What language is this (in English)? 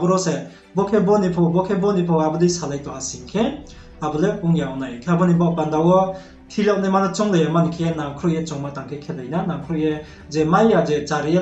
Riang (India)